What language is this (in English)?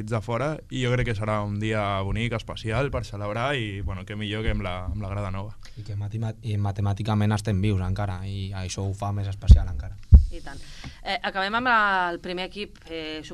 Catalan